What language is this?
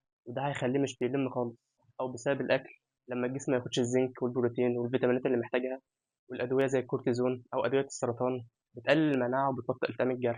Egyptian Arabic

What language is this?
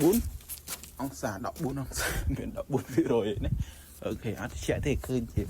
Khmer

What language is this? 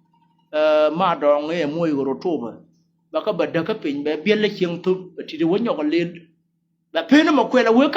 Nuer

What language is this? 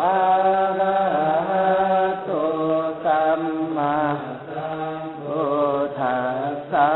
Pali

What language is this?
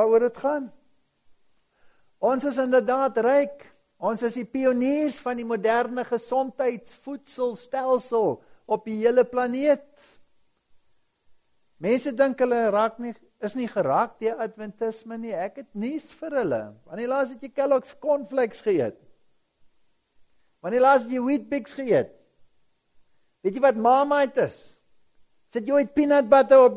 Afrikaans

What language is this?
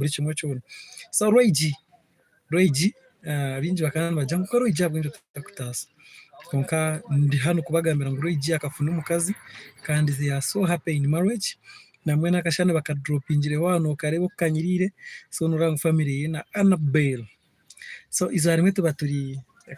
Nyankole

